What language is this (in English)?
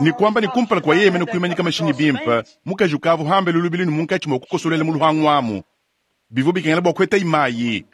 Luba-Lulua